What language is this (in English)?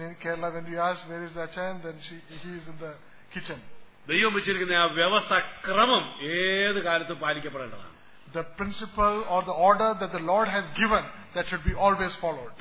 Malayalam